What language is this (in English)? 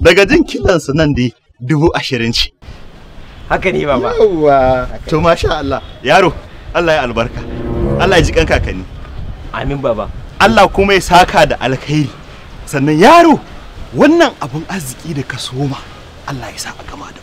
Hausa